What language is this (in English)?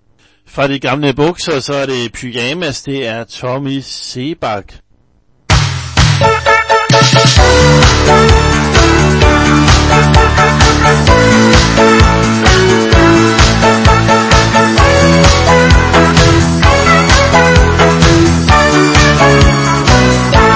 Danish